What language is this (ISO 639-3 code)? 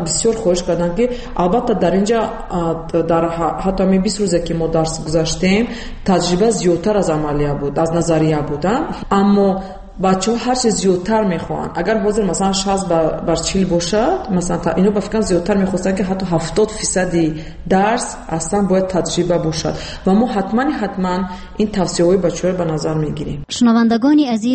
tgk